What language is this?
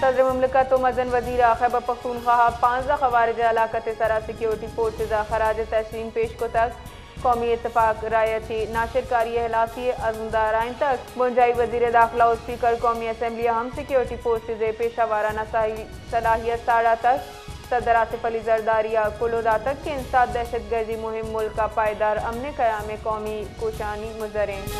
Baluchi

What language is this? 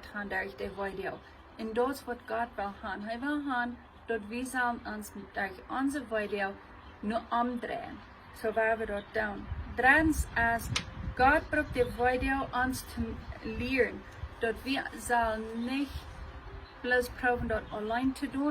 Plautdietsch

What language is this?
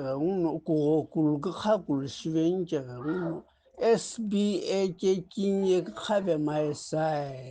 Sumi Naga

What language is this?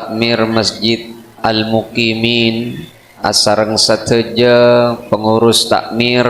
Madurese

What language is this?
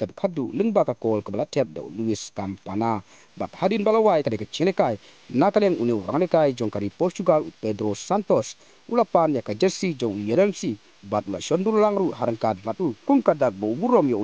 Khasi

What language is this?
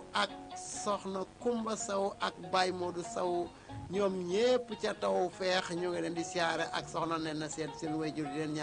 Wolof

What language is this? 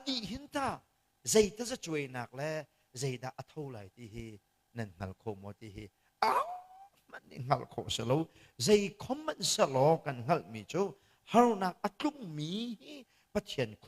Hakha Chin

